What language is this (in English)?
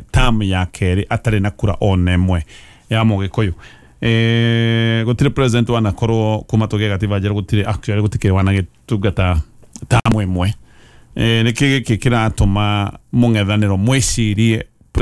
Kikuyu